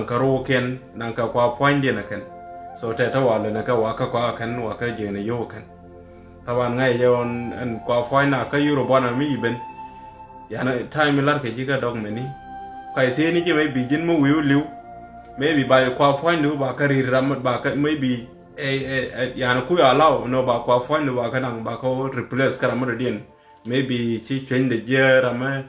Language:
Nuer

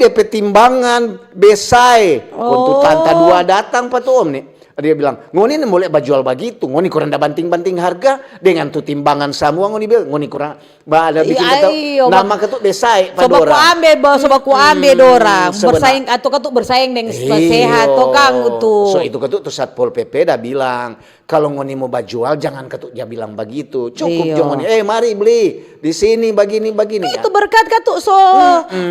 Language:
Manado Malay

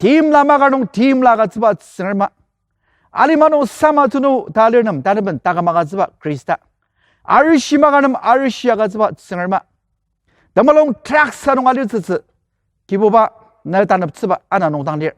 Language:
Ao Naga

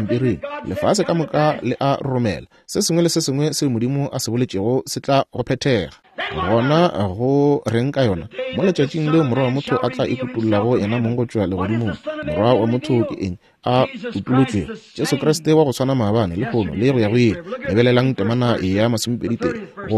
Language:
Northern Sotho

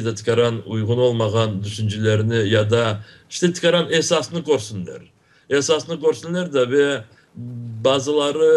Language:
Crimean Tatar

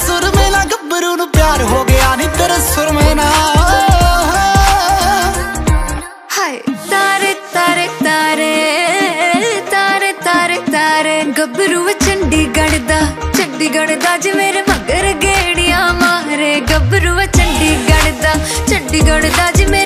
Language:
Punjabi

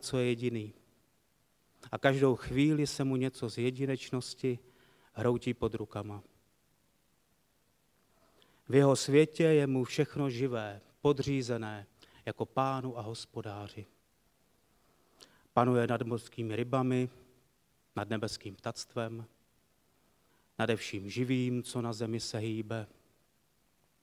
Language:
Czech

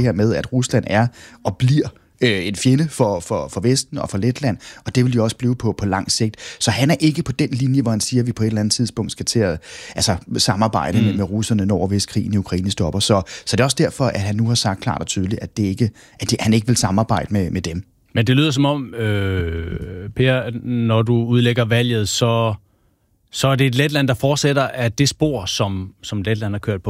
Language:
Danish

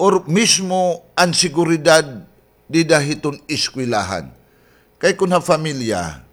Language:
Waray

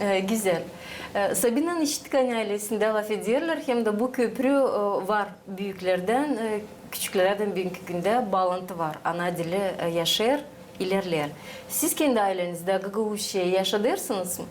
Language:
Gagauz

